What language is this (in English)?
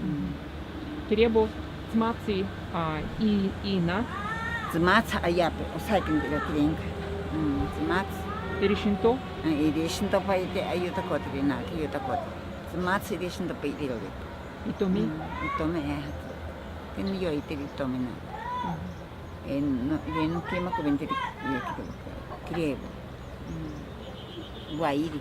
Ashéninka Perené